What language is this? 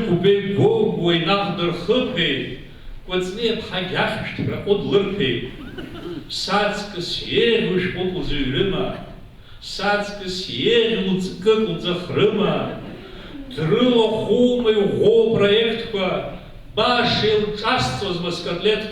Abkhazian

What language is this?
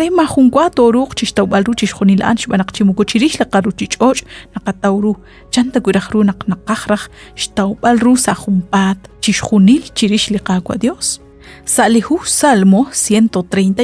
Kekchí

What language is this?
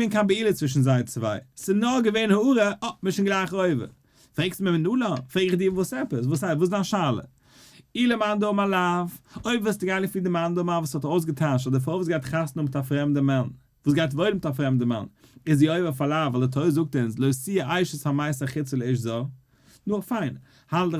Yiddish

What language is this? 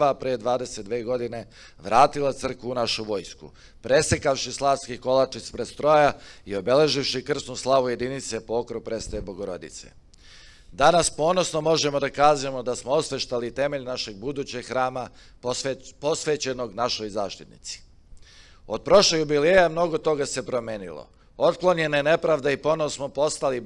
Serbian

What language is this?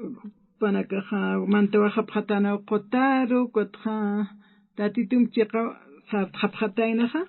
Aymara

